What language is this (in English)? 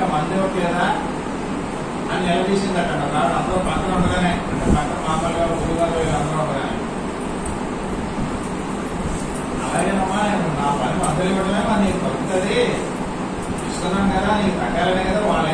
Telugu